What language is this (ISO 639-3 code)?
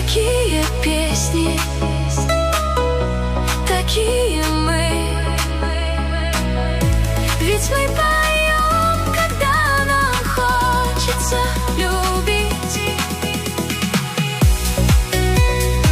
rus